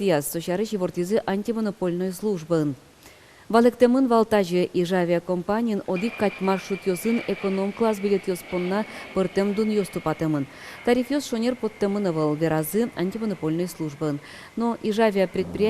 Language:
Udmurt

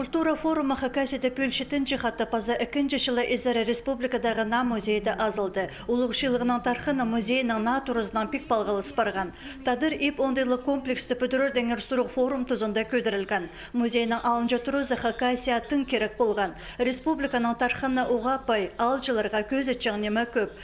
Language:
Khakas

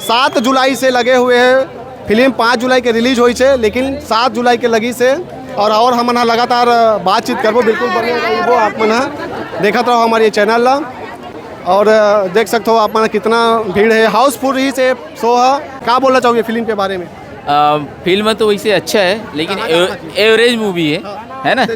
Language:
Chhattisgarhi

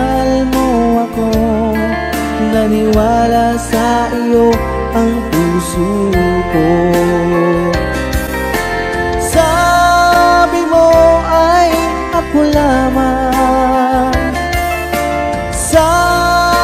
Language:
Filipino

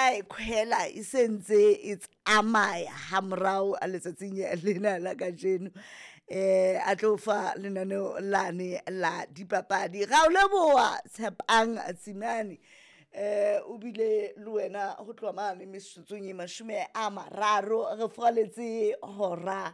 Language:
Southern Sotho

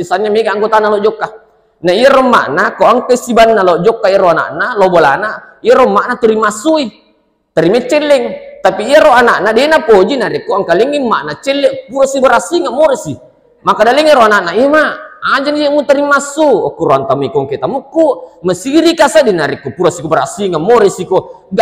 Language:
Buginese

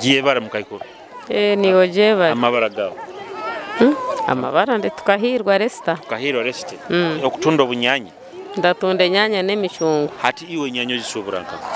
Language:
Nyoro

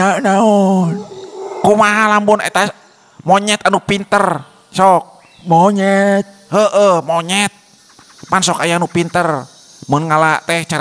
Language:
Sundanese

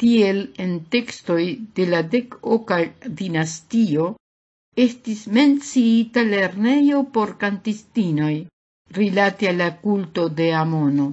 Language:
Esperanto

